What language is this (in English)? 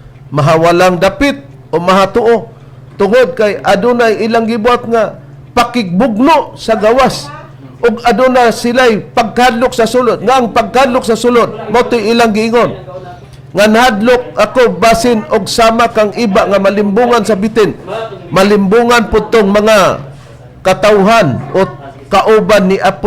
Cebuano